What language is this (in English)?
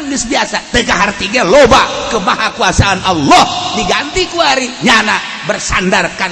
Sundanese